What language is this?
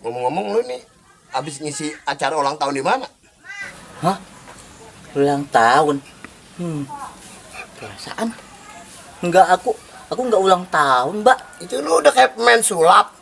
Betawi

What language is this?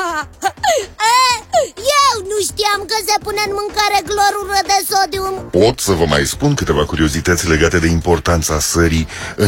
Romanian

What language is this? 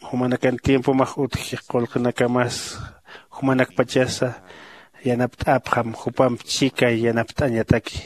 Aymara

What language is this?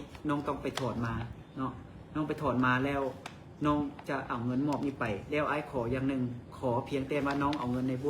Lao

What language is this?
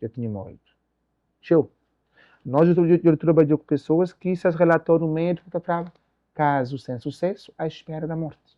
Kabuverdianu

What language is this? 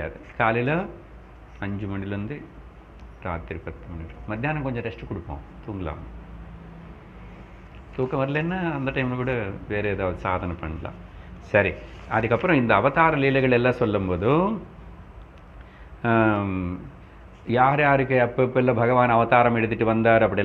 Tamil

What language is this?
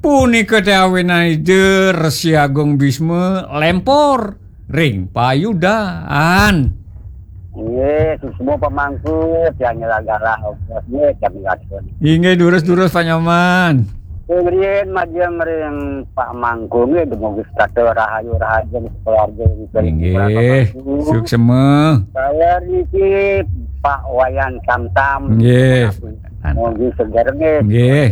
Balinese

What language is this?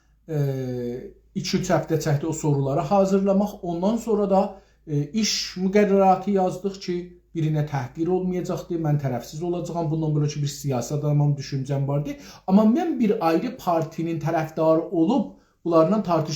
South Azerbaijani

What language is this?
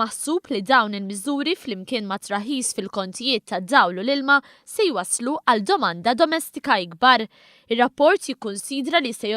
Maltese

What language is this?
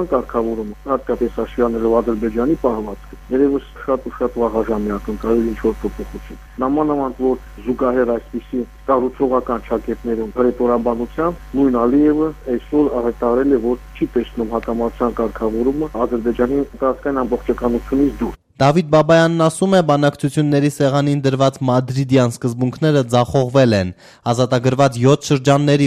Armenian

